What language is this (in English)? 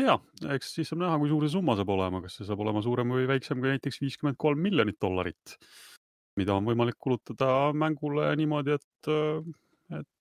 Estonian